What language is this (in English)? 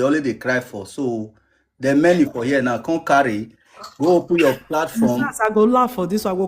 Nigerian Pidgin